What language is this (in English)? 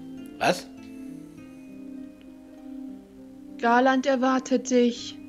German